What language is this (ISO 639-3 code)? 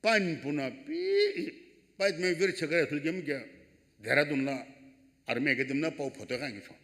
nsm